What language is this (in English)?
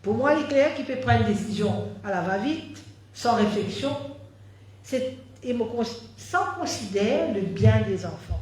Morisyen